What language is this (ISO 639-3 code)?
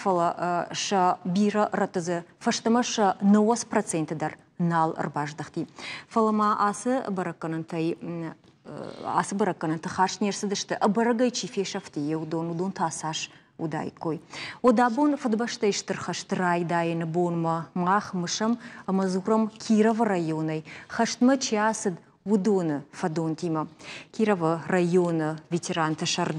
oss